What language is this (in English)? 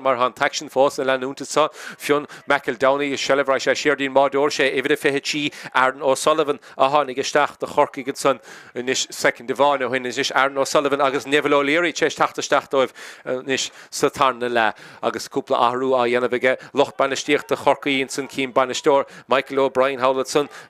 Irish